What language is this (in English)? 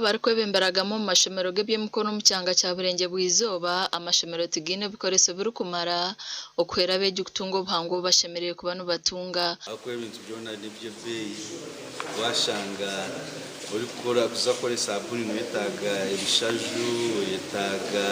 Nyankole